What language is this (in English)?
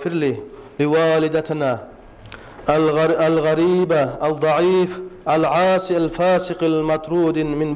Kumyk